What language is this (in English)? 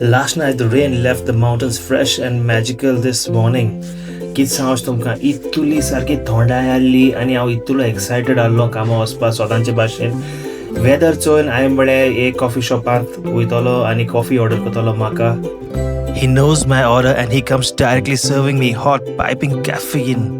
Konkani